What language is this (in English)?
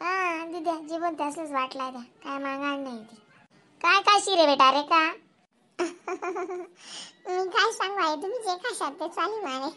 Khandesi